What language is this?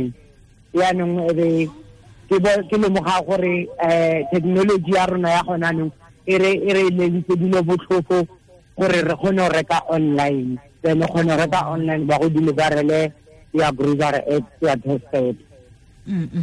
Tswana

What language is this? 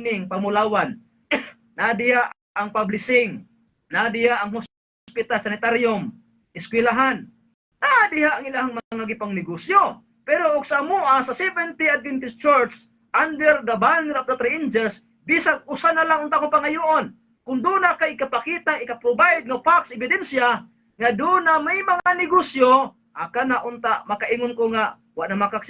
Cebuano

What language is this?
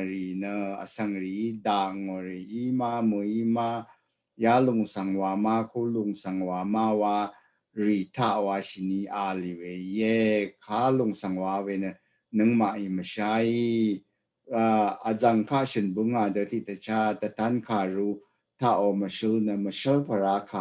Rawang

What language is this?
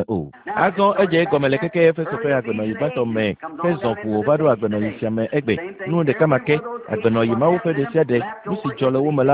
Ewe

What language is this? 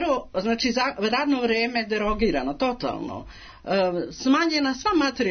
Serbian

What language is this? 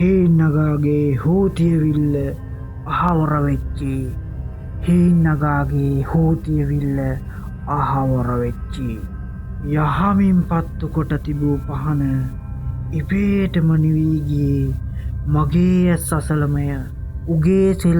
Sinhala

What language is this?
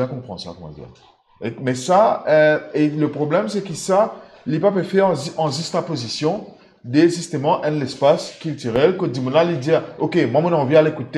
Morisyen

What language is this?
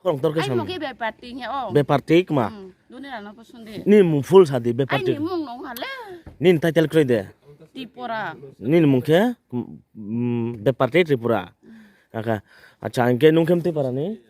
Riang (India)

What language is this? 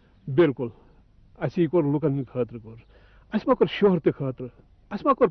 Kashmiri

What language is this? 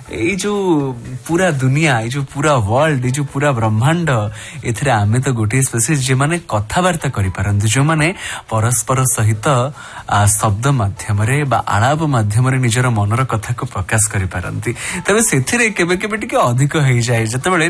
Odia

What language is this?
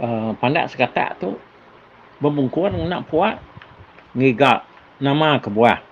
Iban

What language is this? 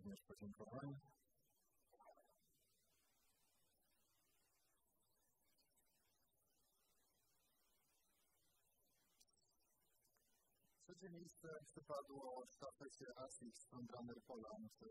Polish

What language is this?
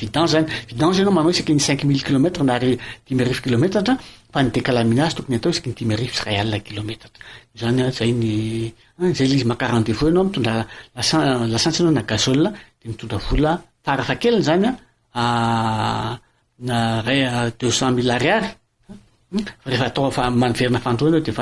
Malagasy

